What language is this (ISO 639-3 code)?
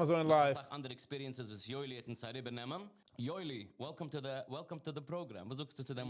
yid